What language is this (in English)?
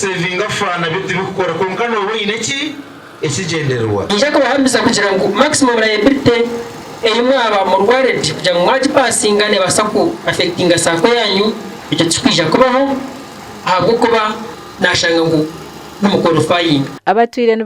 Nyankole